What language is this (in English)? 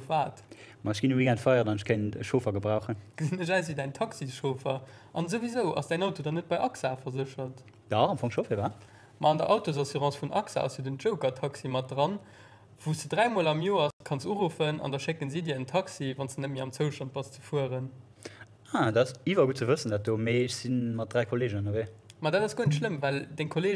Luxembourgish